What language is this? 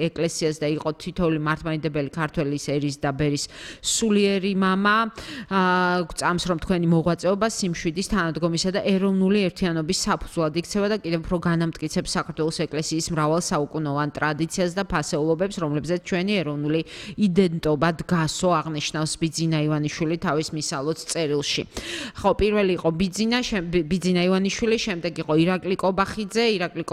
Georgian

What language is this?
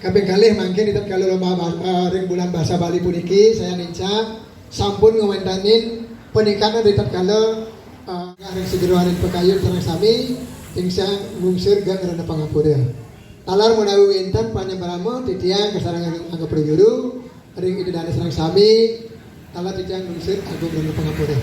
Balinese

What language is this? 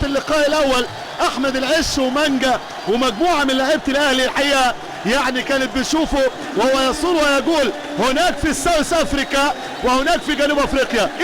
Egyptian Arabic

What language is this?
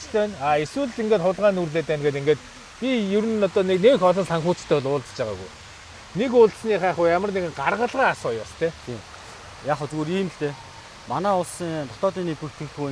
Mongolian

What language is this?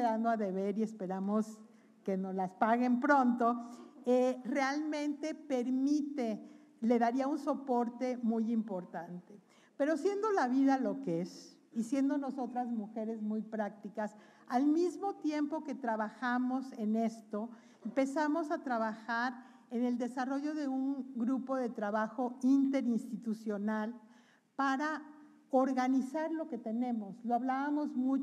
Spanish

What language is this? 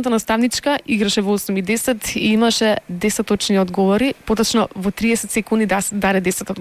Macedonian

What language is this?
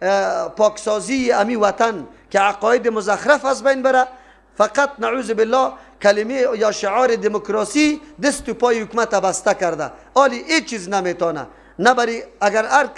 Persian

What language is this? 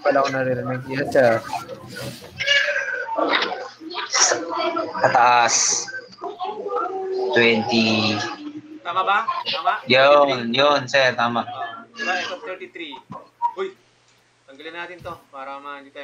Filipino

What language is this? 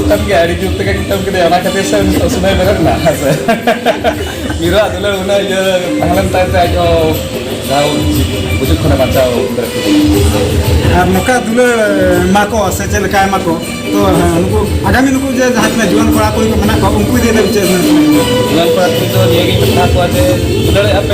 Santali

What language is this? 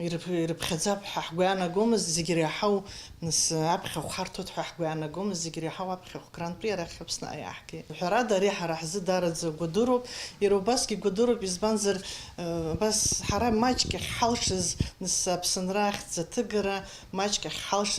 Abkhazian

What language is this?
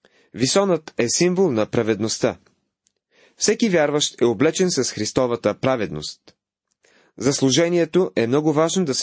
Bulgarian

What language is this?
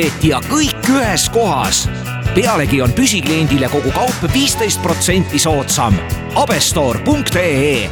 Estonian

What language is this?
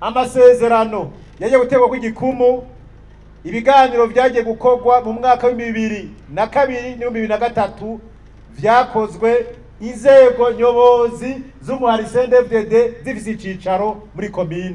Rundi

